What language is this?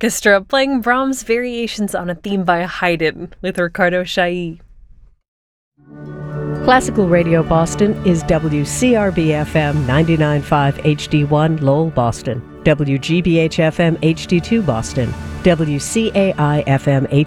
English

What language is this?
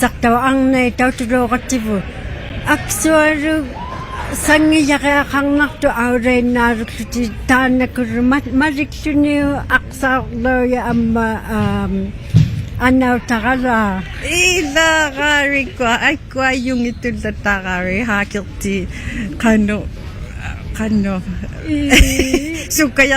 Inuktitut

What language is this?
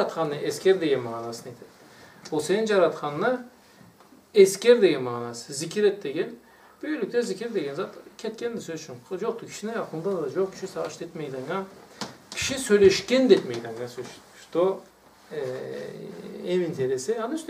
Karachay-Balkar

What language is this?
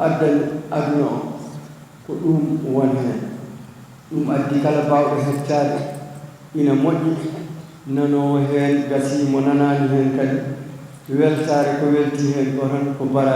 Fula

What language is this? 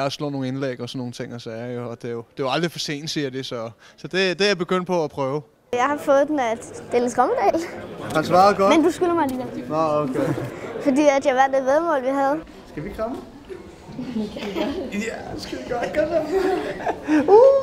Danish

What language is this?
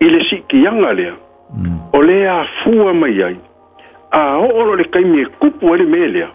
Samoan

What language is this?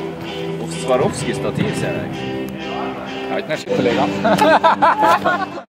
Norwegian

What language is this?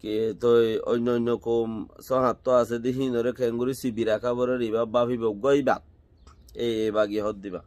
Rohingya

